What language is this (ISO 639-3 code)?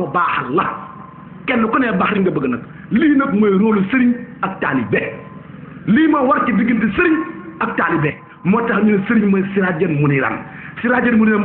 wol